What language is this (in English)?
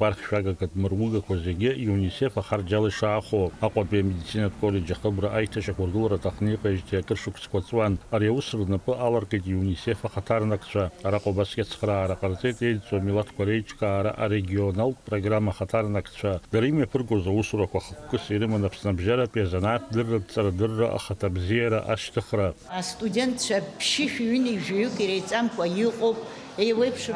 Abkhazian